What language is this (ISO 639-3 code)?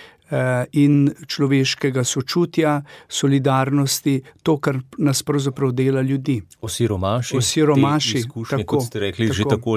slv